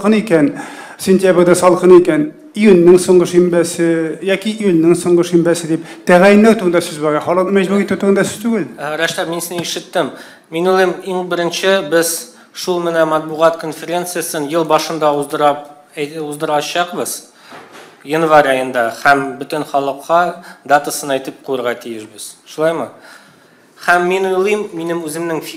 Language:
Tatar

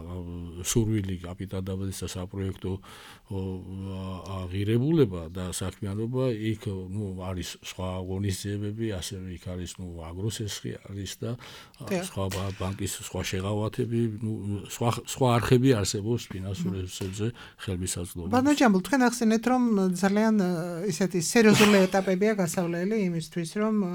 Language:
Georgian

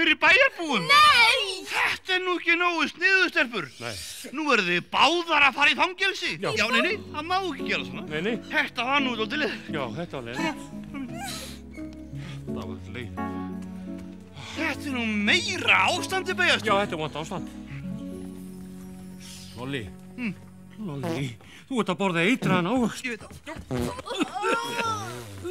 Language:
Icelandic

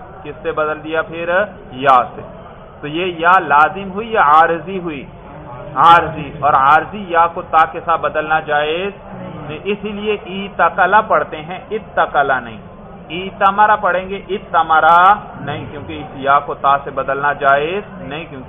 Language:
Urdu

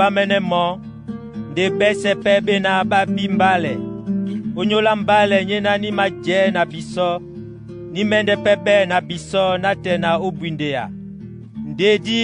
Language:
Duala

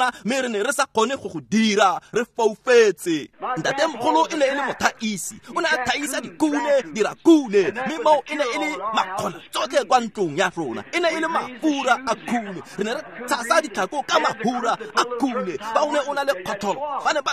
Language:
Tswana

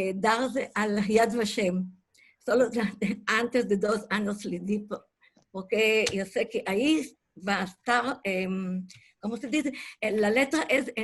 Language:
Ladino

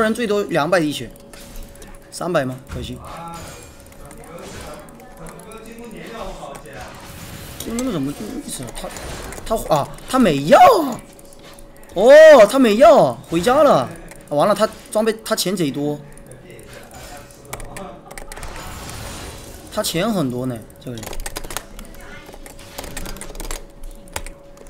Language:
Chinese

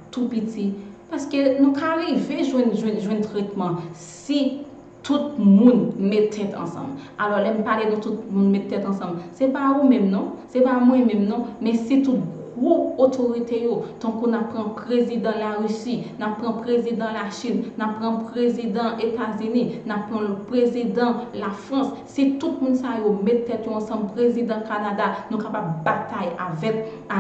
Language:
Haitian Creole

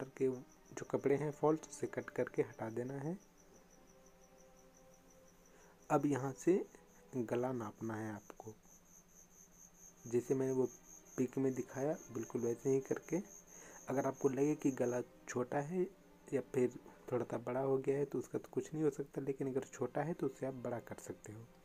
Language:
Hindi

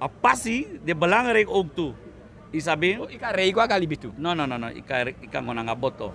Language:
Sranan Tongo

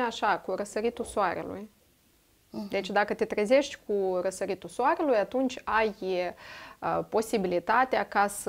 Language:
Romanian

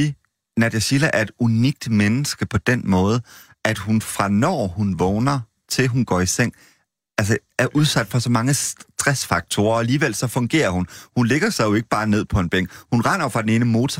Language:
Danish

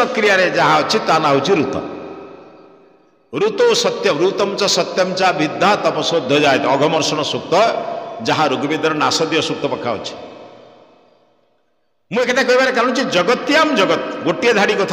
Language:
Odia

